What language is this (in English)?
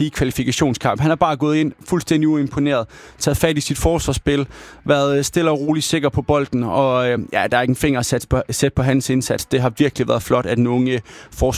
Danish